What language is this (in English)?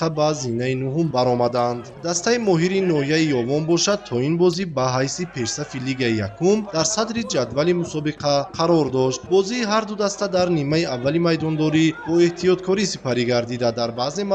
Tajik